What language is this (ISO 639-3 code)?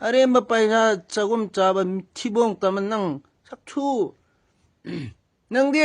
mni